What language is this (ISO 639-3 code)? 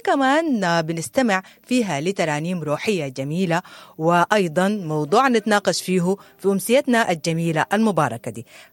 apd